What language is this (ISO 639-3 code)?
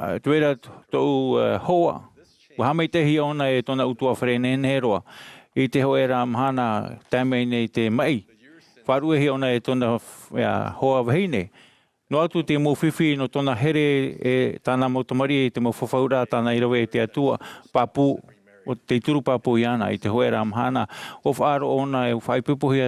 tah